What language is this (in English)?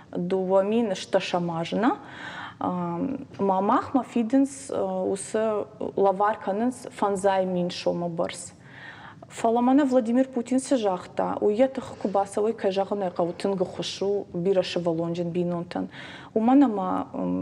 Ossetic